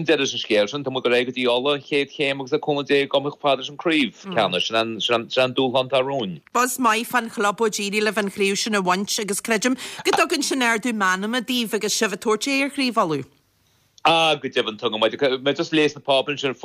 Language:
Irish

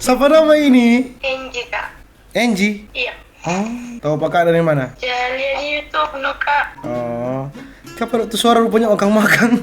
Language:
Manado Malay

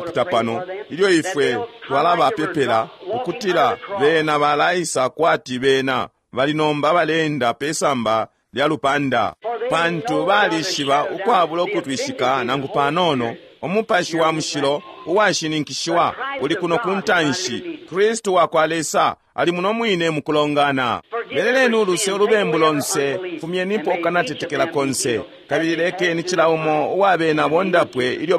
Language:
Bemba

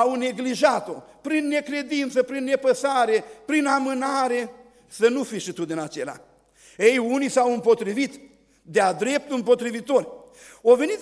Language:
Romanian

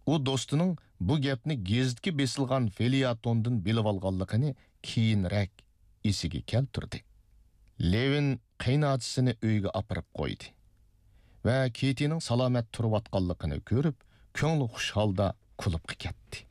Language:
Uyghur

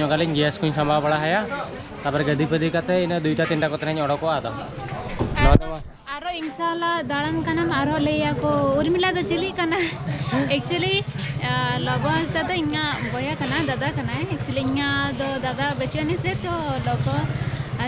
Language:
Santali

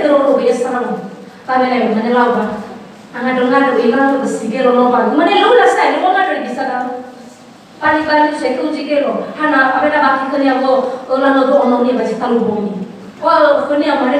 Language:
Nias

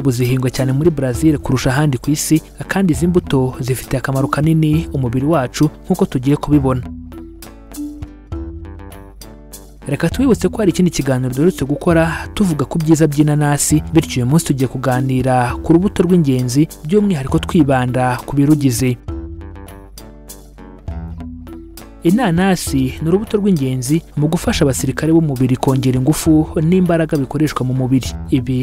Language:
Kinyarwanda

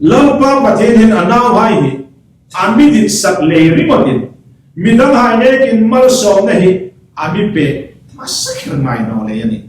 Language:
Hmar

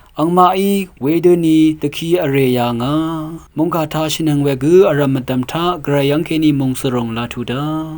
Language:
Rawang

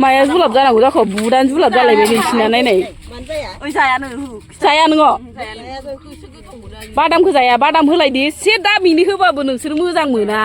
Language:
Bodo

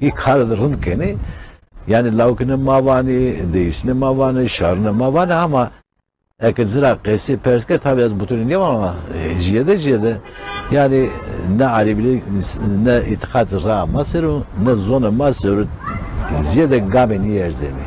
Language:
Zaza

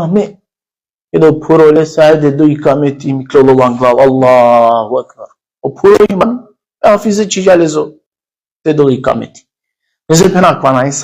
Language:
Balkan Romani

